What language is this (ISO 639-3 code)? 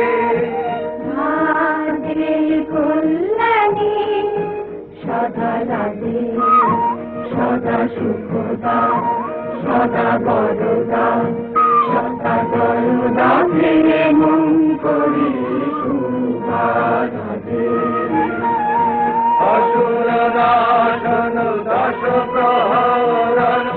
ben